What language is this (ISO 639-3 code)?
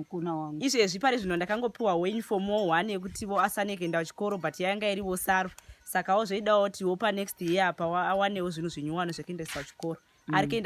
sna